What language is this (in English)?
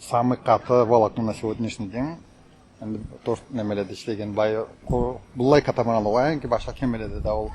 Karachay-Balkar